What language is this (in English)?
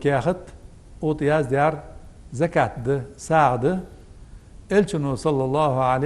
Ingush